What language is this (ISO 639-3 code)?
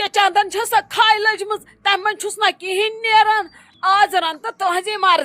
kas